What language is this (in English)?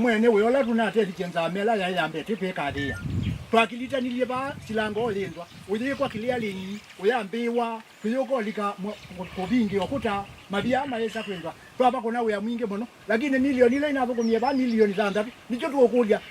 Kamba